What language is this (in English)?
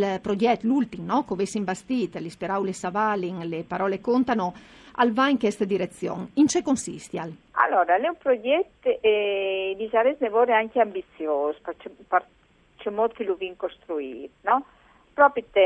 Friulian